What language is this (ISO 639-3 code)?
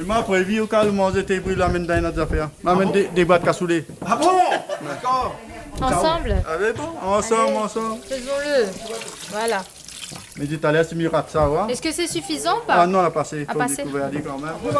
rcf